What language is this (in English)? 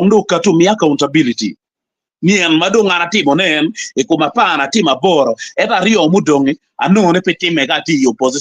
Acoli